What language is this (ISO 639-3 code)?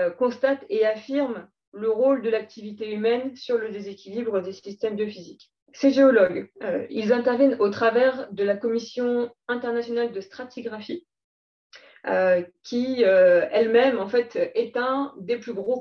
fra